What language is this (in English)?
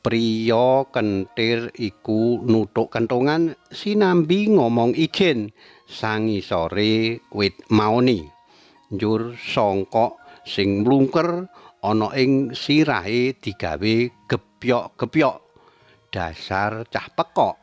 Javanese